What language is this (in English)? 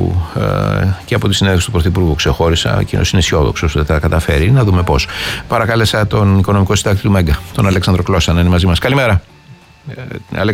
Greek